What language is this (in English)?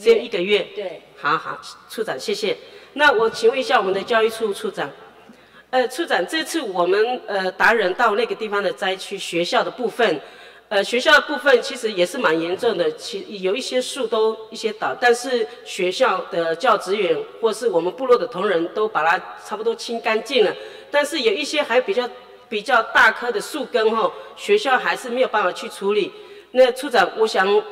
Chinese